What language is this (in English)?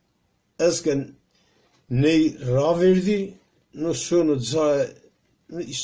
Zaza